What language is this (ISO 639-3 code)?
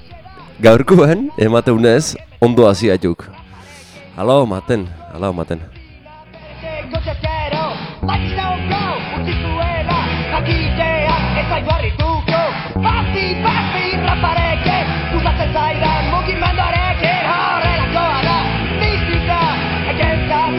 eus